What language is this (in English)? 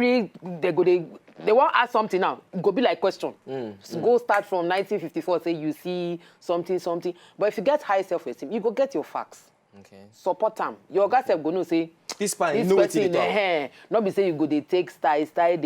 Nigerian Pidgin